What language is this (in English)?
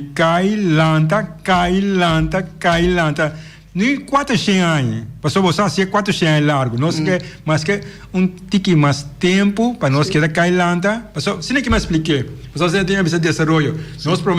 Papiamento